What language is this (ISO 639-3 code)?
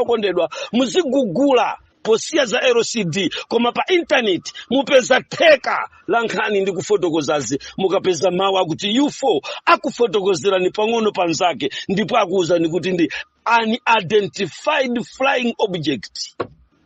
nya